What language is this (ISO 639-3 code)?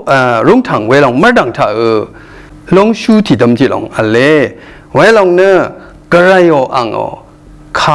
raw